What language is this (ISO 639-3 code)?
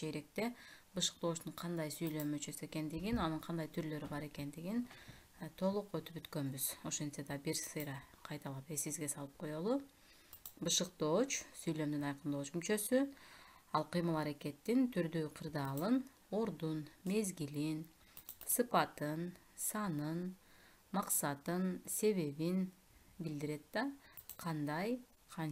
kir